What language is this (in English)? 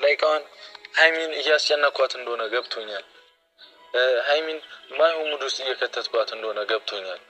Amharic